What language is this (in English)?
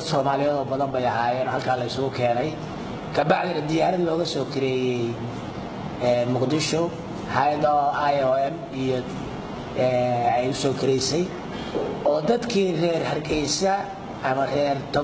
Somali